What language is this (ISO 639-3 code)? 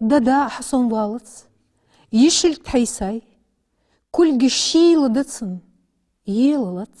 inh